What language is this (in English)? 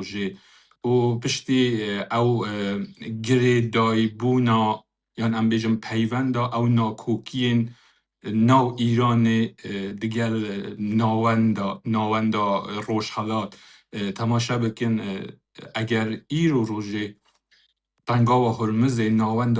Kurdish